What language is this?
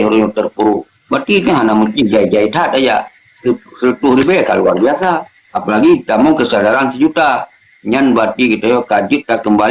Achinese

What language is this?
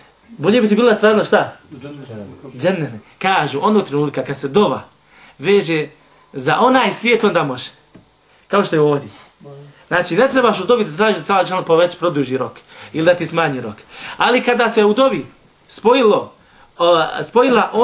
Bosnian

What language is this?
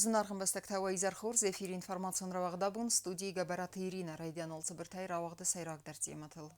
Ossetic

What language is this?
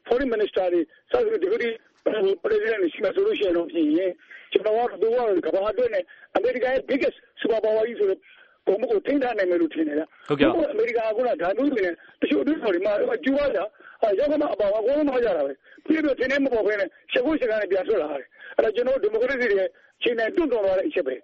Burmese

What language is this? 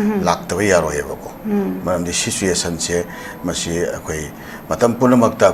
Manipuri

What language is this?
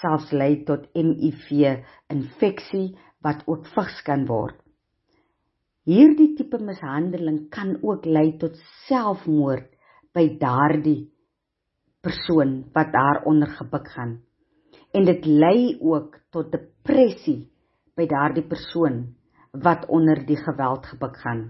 Afrikaans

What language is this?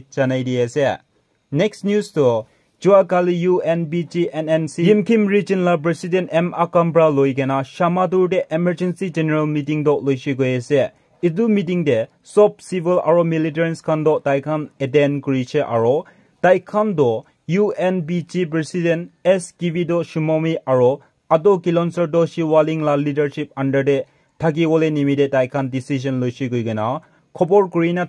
Naga Pidgin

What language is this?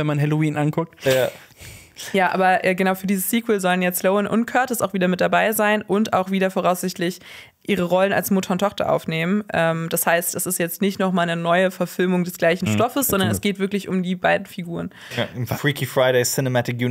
German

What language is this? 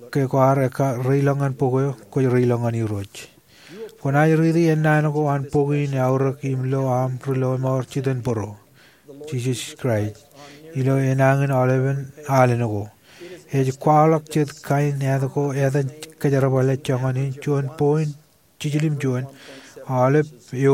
Marshallese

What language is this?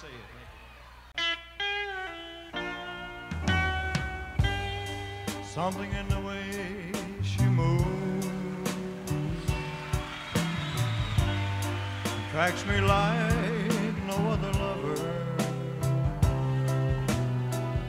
English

